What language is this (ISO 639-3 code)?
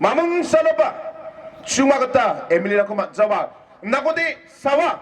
grt